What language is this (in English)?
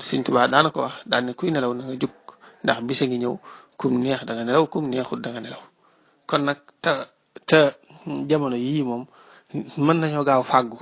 Wolof